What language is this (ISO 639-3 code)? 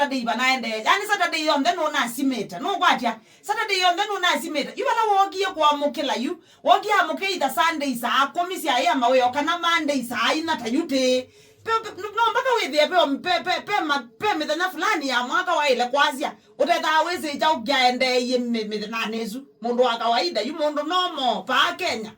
kam